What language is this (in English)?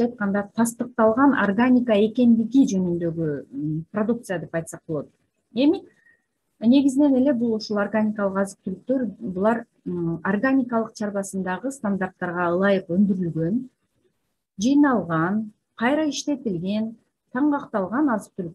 Kyrgyz